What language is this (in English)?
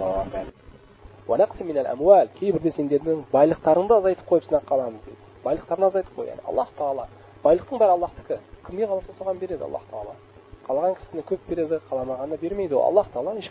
Kazakh